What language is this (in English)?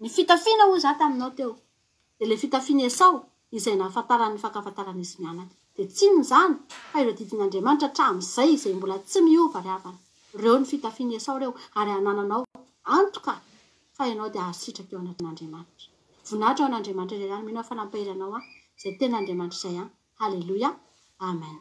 Malagasy